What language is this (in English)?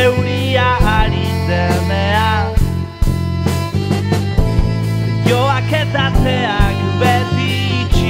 Basque